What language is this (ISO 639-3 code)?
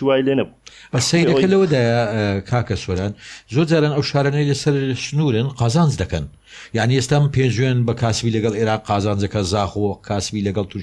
ckb